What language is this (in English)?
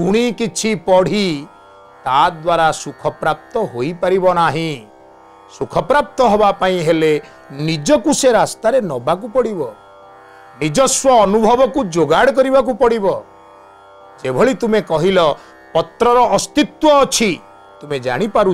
Odia